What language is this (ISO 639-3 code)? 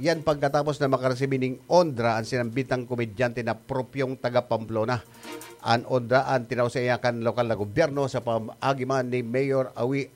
bik